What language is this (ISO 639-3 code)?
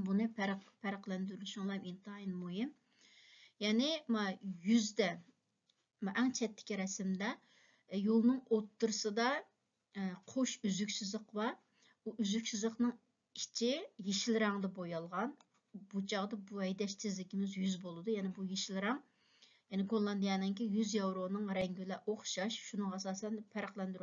uig